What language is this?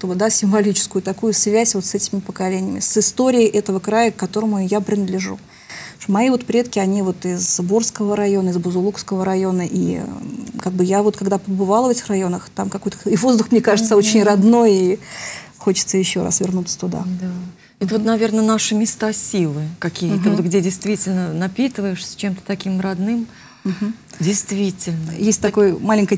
Russian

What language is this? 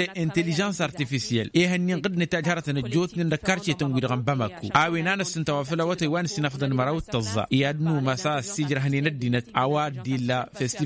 Tamasheq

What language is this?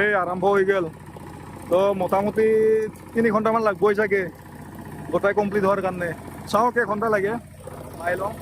Assamese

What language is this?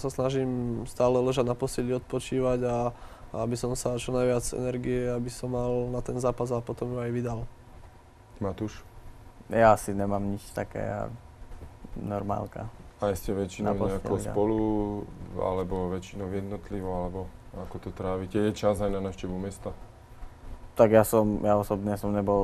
Slovak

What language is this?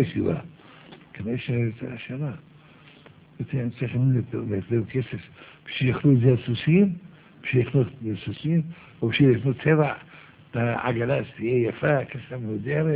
Hebrew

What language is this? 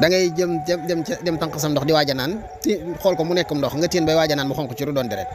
Wolof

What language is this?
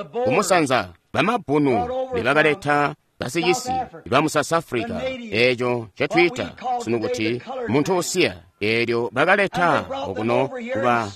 Tonga (Zambia)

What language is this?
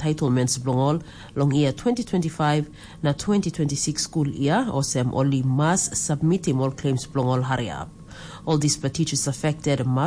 Tok Pisin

